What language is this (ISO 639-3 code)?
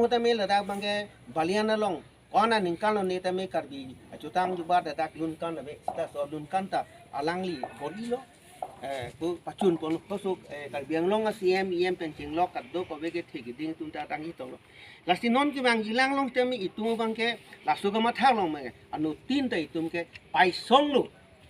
mjw